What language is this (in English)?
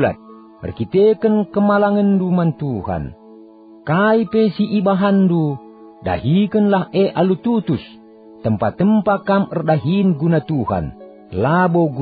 Batak Karo